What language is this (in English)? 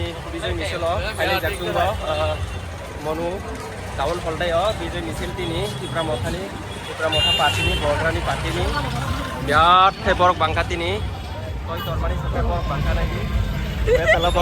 Kok Borok